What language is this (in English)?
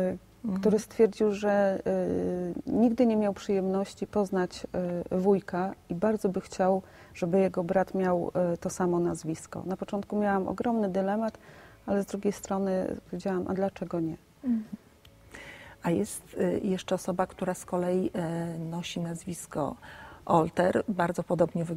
Polish